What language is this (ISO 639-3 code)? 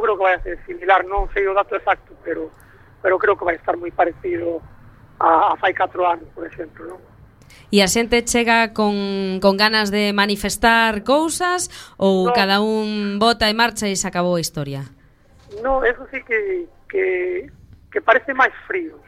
glg